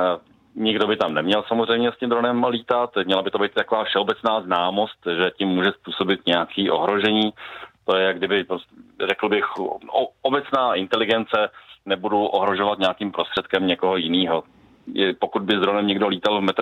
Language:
Czech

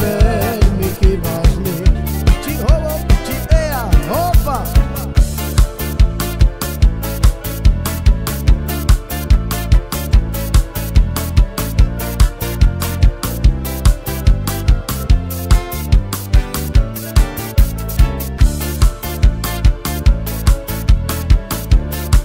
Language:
Slovak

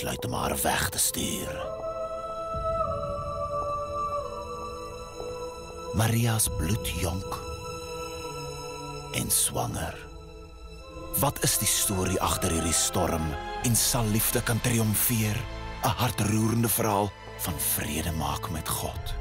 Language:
Afrikaans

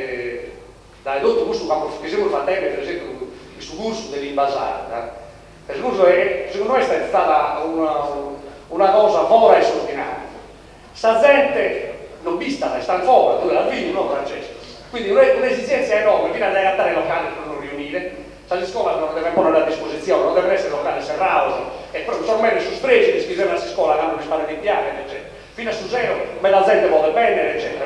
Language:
Sardinian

